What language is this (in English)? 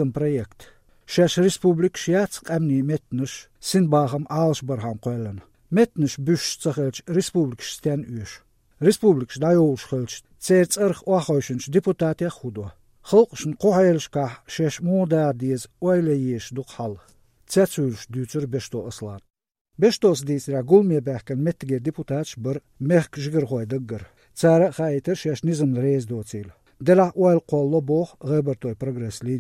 Chechen